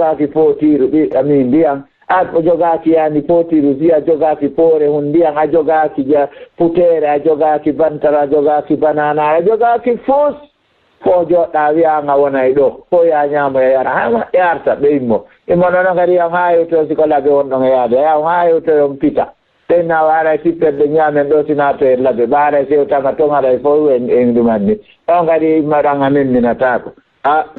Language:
Fula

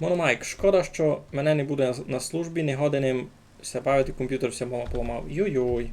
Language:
Rusyn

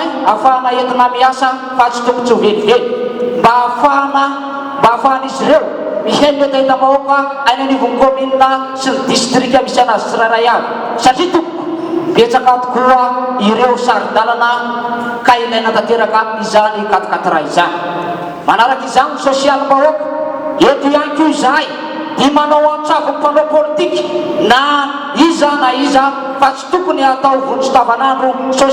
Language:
Malagasy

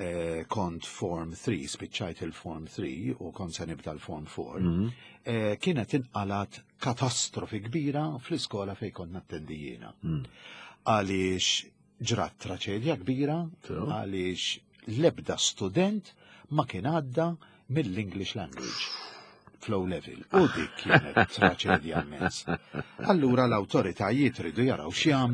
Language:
Maltese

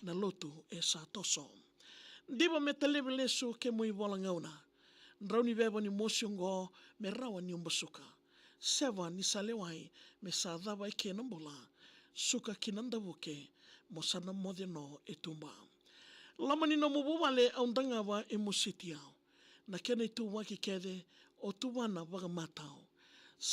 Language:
Fijian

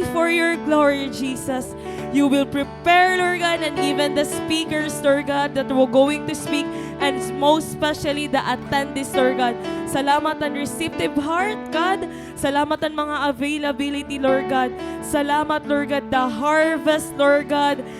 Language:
Waray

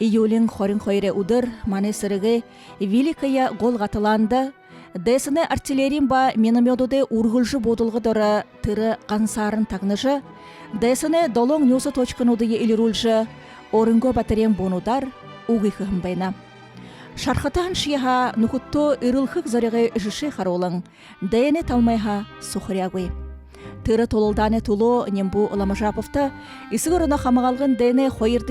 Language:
Buriat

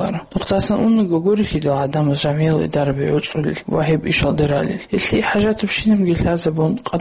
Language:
Avaric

